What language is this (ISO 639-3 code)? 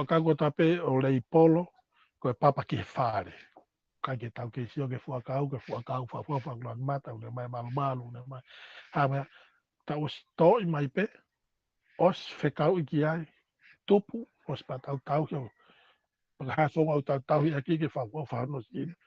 ton